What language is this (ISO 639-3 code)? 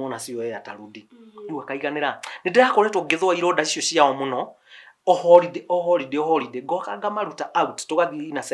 kik